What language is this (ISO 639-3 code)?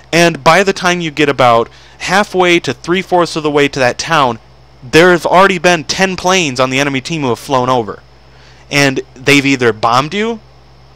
eng